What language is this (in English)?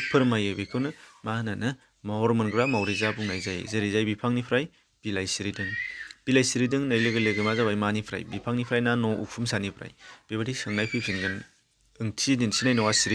Bodo